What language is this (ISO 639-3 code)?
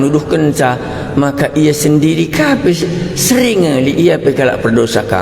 btx